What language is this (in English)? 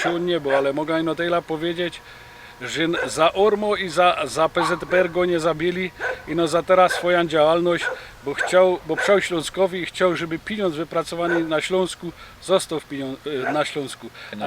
Silesian